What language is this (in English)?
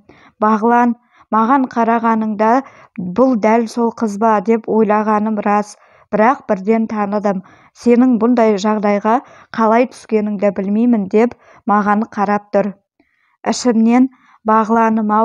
Kazakh